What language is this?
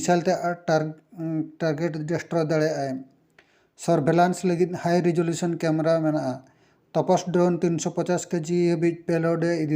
Santali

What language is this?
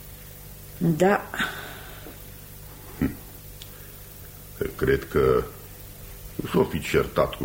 Romanian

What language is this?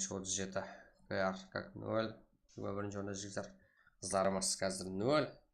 Kara-Kalpak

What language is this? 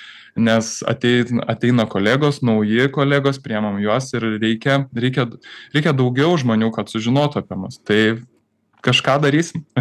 Lithuanian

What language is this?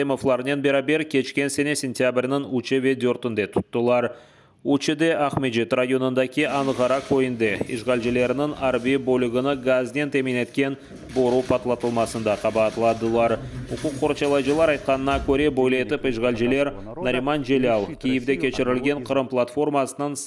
Crimean Tatar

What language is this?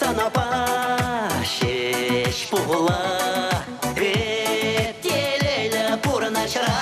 Chuvash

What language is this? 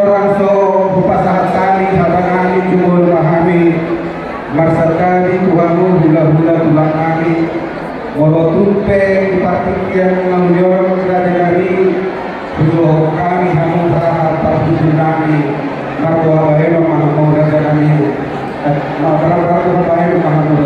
Batak Toba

